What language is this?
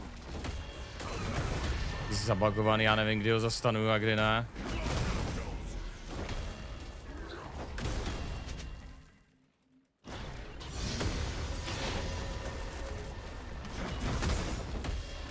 Czech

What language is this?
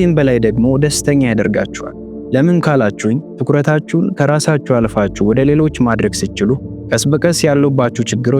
Amharic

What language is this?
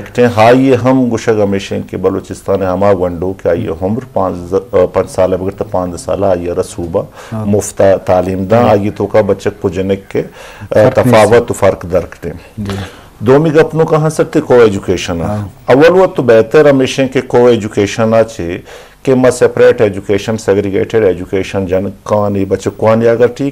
Eastern Balochi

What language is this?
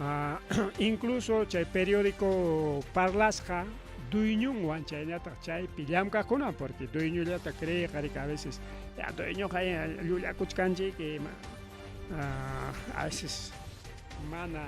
Ayacucho Quechua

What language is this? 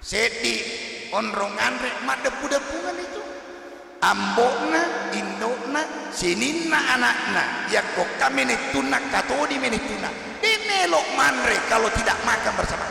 Buginese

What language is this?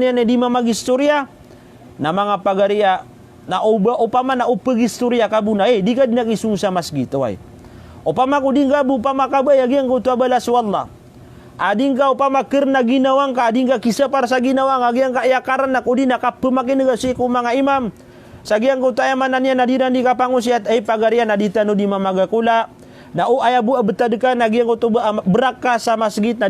Maranao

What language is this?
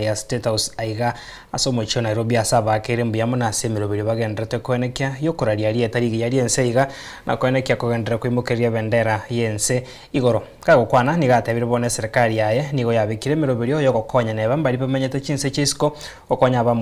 Gusii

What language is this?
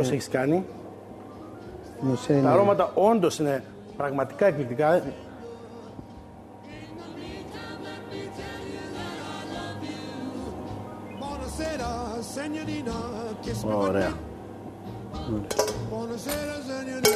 Greek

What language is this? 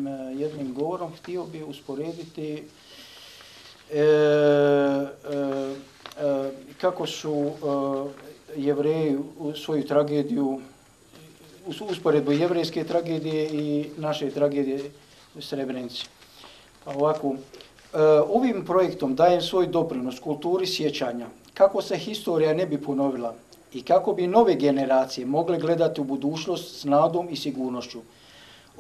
Bosnian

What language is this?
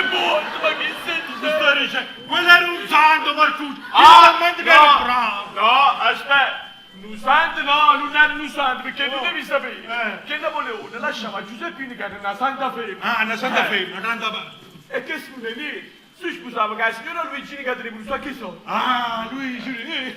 Neapolitan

